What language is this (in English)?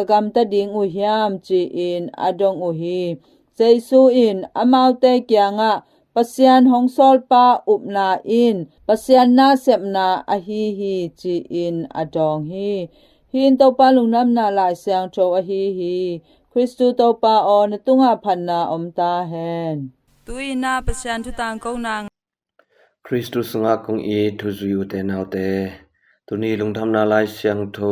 Tedim Chin